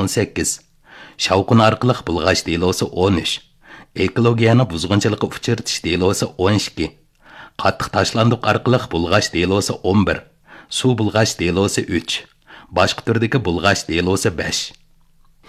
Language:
Uyghur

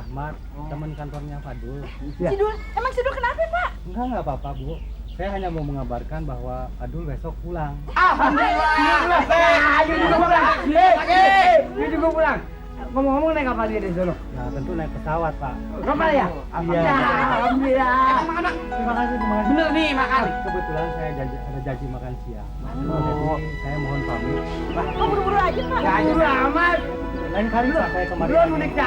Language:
Betawi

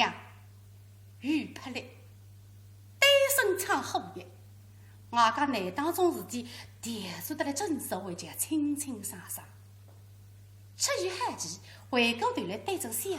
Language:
Wu Chinese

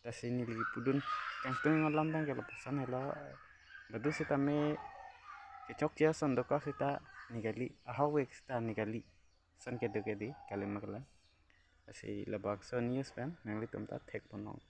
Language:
Karbi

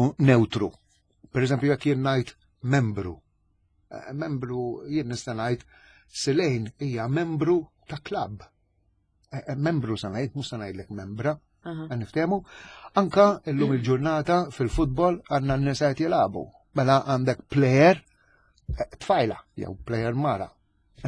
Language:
Maltese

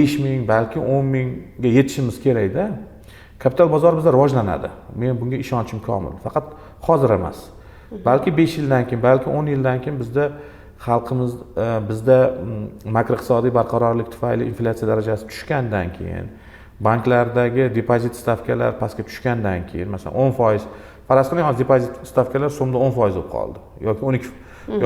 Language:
Uzbek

